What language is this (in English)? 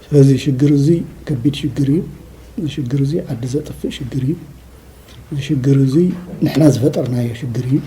Tigrinya